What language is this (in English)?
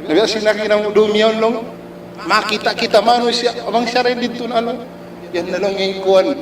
Tausug